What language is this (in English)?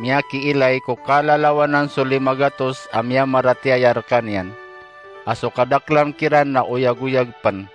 Maranao